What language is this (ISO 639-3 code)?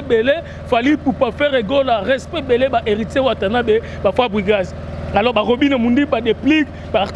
lin